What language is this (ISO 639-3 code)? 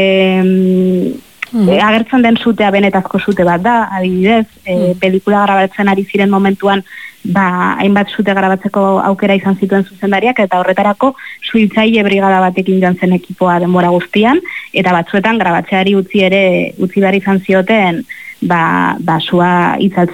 eus